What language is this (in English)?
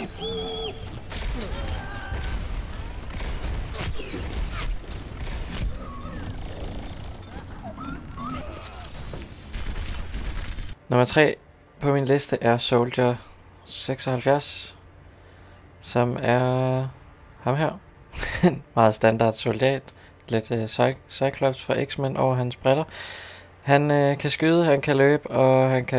Danish